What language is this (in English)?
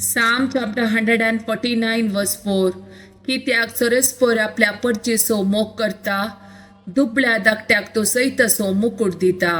Konkani